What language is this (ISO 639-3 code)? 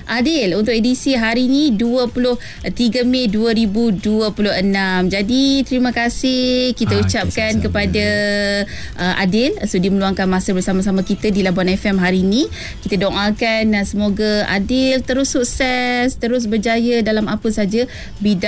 msa